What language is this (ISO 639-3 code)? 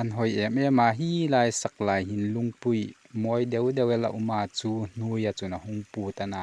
hmr